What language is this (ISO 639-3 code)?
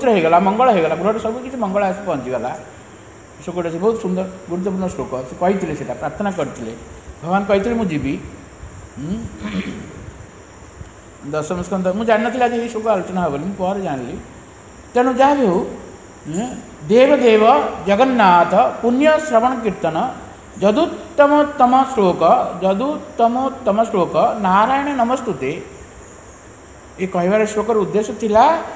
ori